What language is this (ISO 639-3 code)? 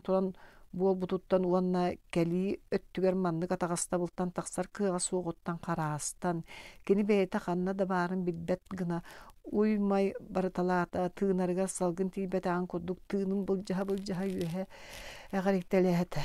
sah